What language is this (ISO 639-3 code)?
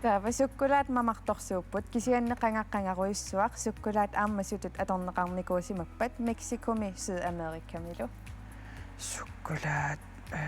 kal